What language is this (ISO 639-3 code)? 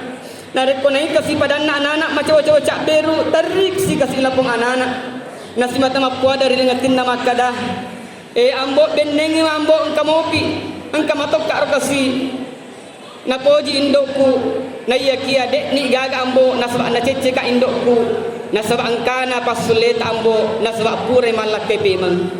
bug